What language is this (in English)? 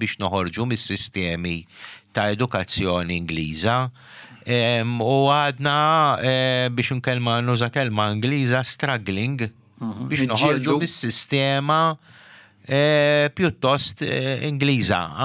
Maltese